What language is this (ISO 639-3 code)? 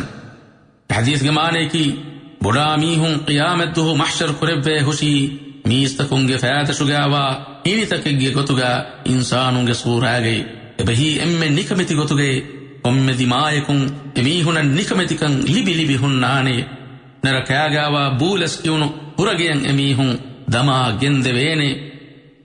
div